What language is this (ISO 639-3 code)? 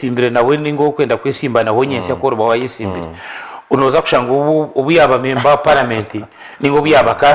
nyn